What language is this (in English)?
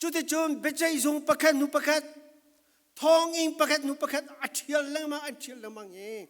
Falam Chin